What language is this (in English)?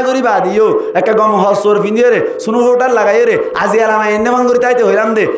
Rohingya